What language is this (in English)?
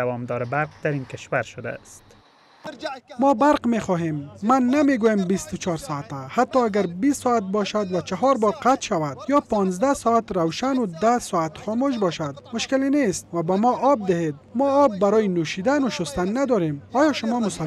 Persian